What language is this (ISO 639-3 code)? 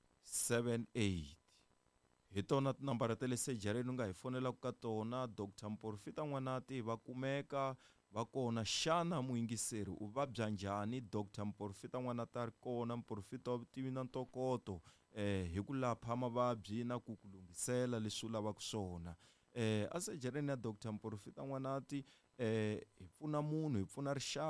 tso